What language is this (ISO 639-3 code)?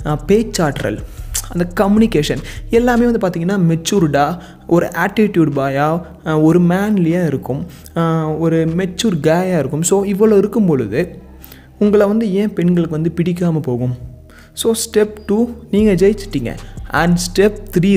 tam